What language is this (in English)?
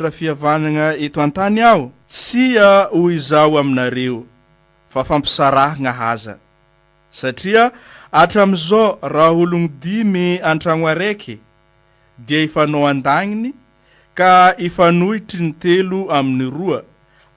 Malagasy